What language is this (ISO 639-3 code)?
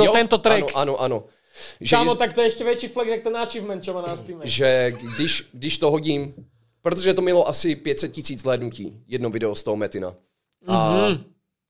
ces